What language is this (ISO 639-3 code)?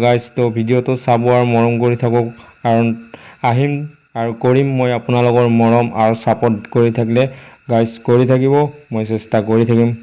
asm